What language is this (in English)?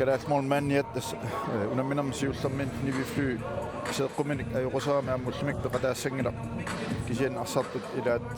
Kalaallisut